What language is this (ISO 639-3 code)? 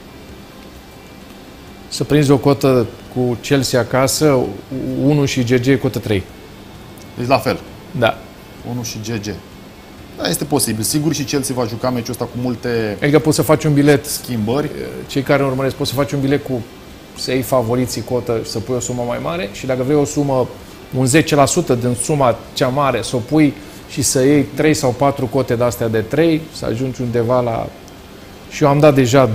ron